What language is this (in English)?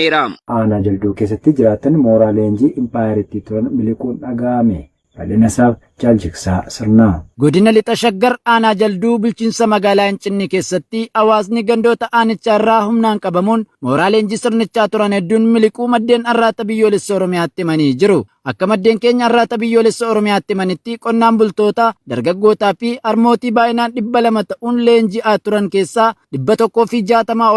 Oromo